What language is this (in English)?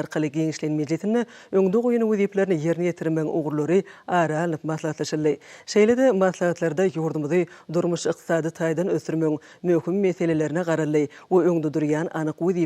Turkmen